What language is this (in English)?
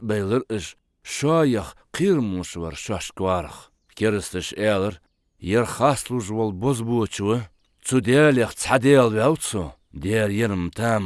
Ingush